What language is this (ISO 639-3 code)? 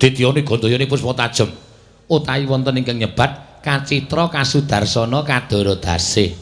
jav